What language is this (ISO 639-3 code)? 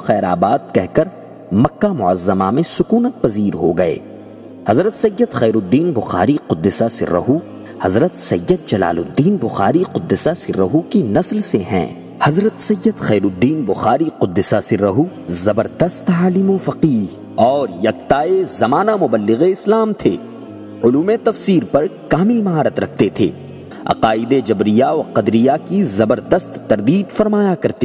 urd